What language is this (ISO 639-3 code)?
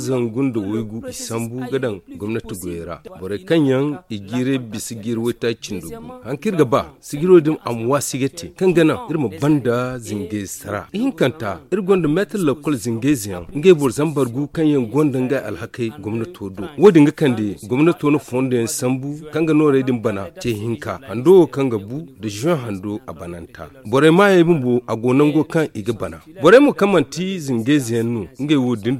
dje